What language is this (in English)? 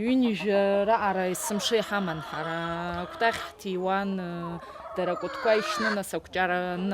Abkhazian